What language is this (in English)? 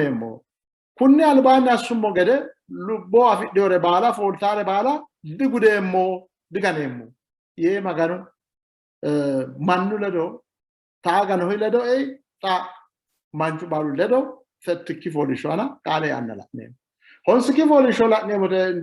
Sidamo